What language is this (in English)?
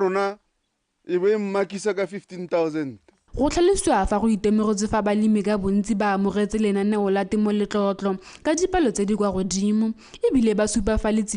Tswana